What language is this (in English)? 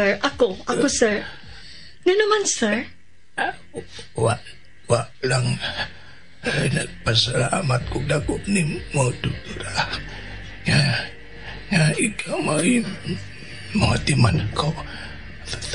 Cebuano